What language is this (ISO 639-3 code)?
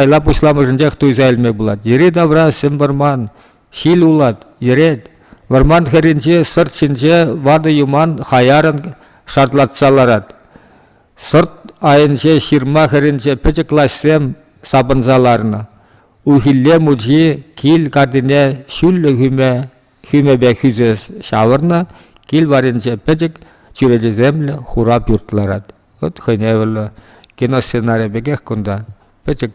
chv